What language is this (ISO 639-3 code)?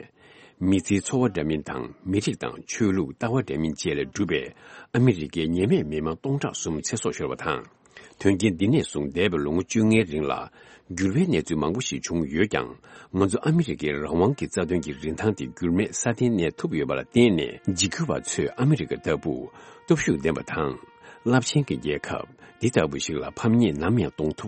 bod